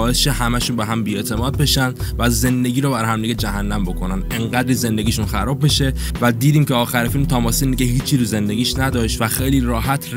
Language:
Persian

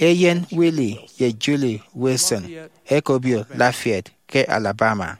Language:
Efik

